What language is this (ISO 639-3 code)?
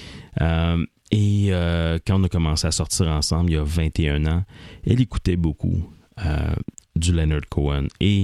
fra